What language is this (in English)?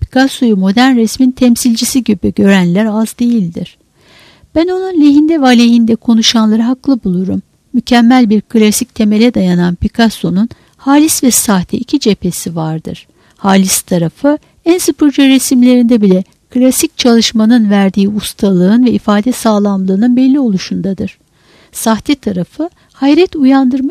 Turkish